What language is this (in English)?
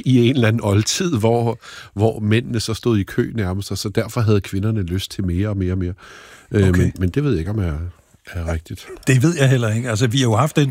Danish